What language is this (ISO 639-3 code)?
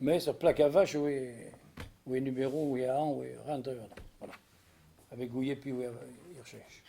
bre